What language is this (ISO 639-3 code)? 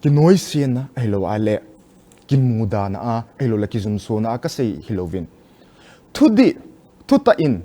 tcz